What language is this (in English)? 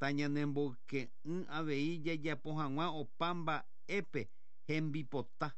Guarani